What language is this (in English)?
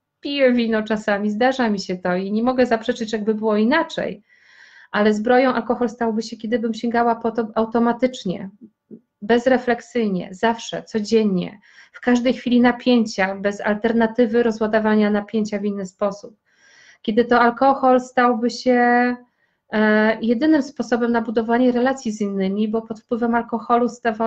Polish